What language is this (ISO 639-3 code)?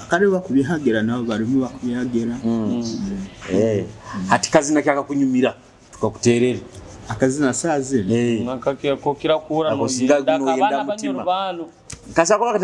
nyo